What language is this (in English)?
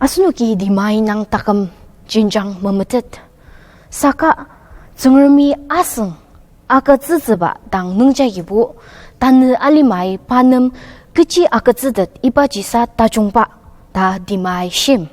Ao Naga